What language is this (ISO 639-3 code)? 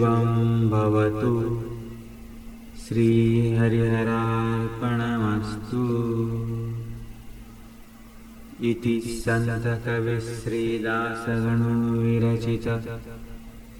mar